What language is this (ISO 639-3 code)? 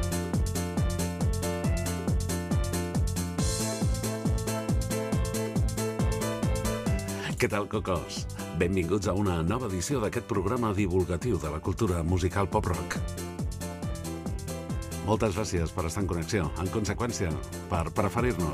cat